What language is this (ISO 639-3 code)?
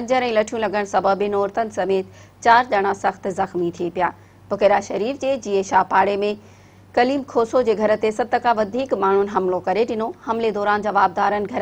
snd